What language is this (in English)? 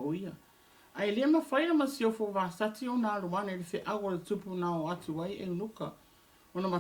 Samoan